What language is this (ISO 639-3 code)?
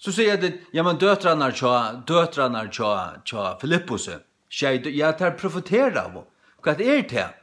fao